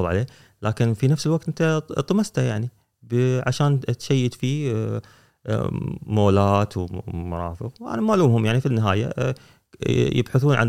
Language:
Gulf Arabic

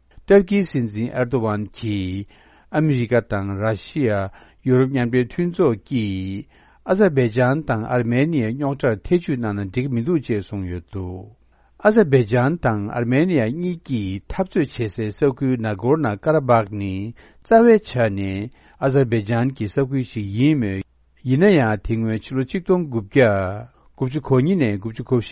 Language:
Tibetan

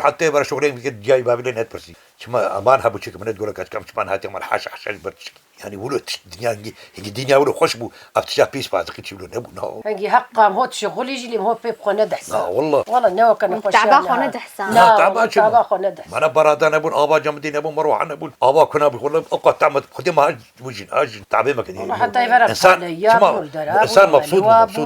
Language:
Kurdish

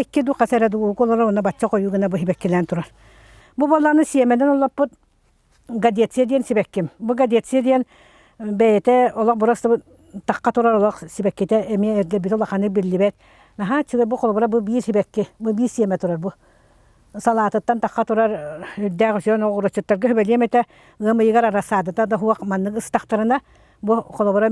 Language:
Yakut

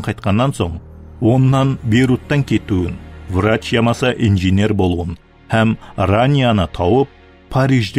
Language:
Kara-Kalpak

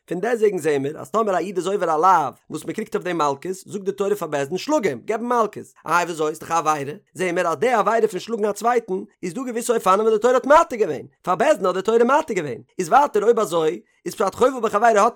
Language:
Yiddish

